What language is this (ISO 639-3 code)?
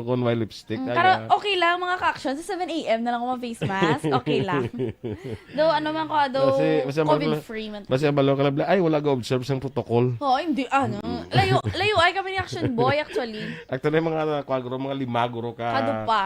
hil